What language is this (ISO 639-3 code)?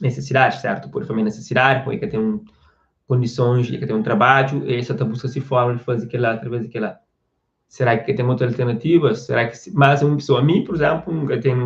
kea